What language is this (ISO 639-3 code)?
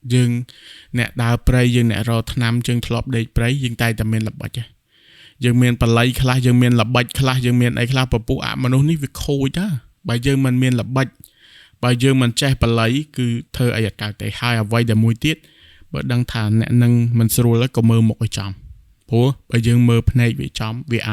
khm